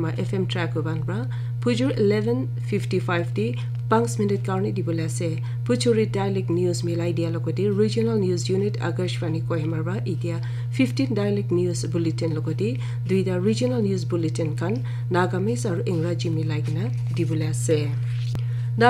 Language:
Naga Pidgin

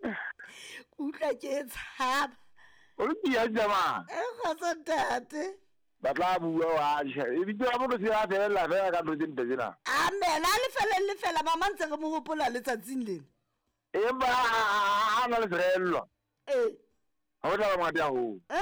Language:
Southern Sotho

